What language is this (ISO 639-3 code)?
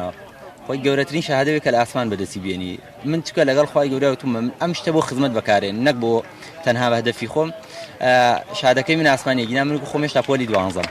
ckb